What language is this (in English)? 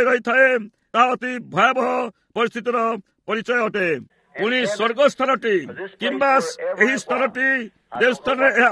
Odia